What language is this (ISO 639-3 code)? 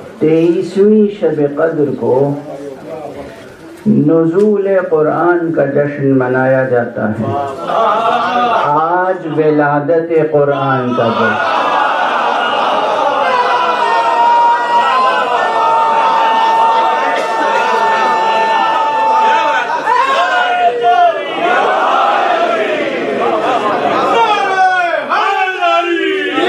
urd